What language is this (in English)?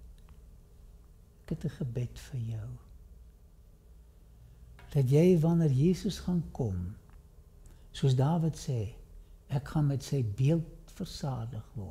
Afrikaans